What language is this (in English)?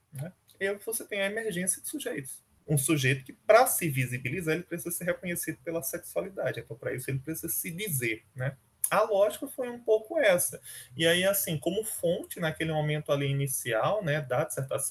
Portuguese